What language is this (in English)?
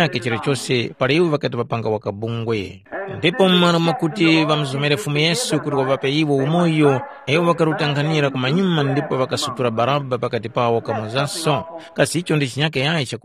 Tumbuka